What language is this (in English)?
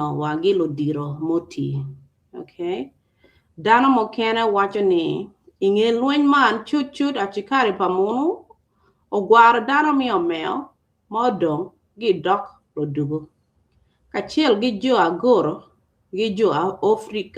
Acoli